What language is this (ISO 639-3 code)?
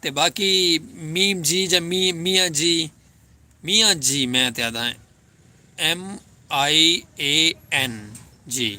skr